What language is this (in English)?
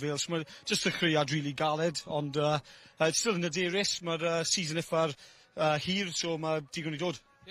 Welsh